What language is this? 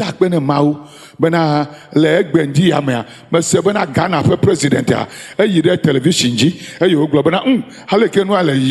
Ewe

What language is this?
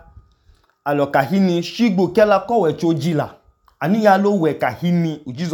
Idoma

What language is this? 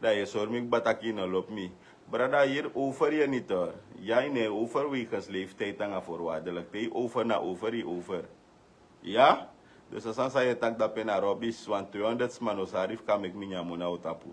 Sranan Tongo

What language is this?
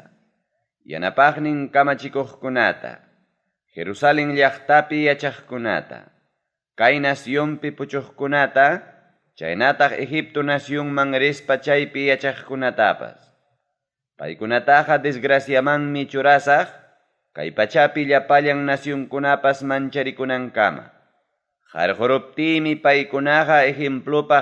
Ayacucho Quechua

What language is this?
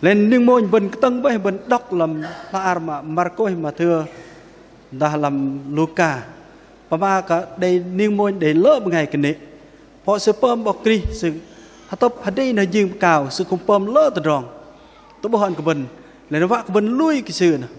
Bahnar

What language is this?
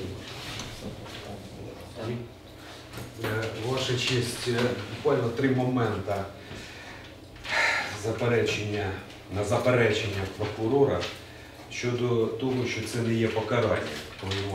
Ukrainian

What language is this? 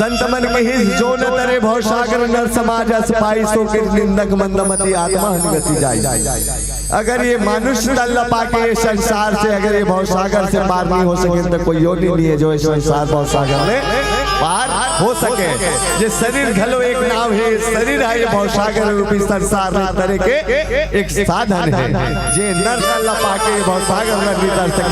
Chhattisgarhi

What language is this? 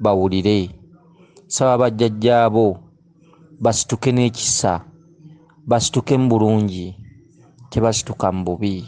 Ganda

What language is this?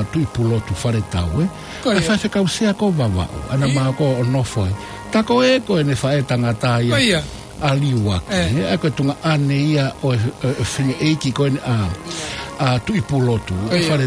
Tongan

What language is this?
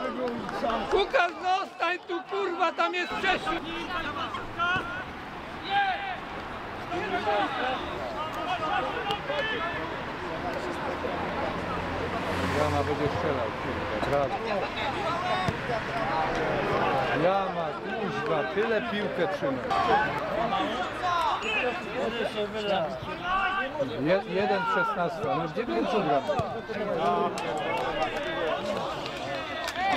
Polish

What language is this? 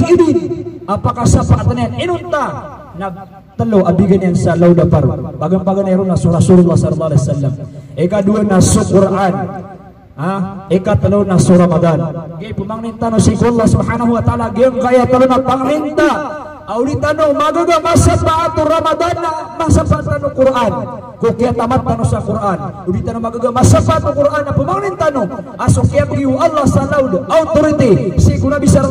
Maranao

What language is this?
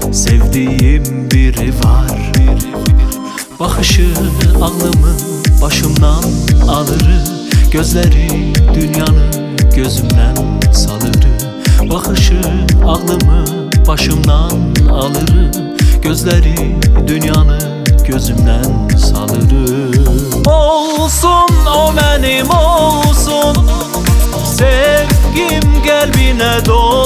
Turkish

